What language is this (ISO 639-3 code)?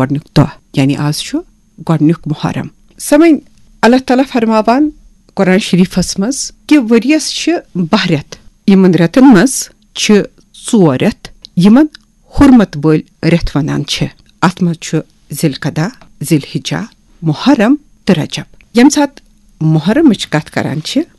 kas